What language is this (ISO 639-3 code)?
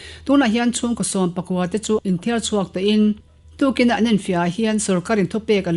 lus